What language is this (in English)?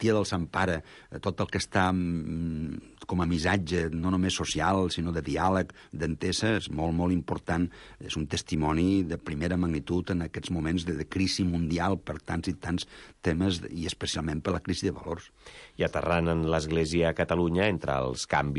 Catalan